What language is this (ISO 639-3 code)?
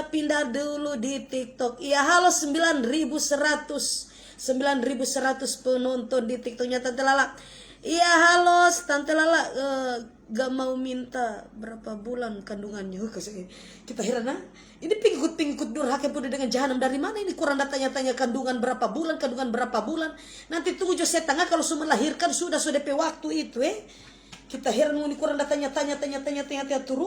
xmm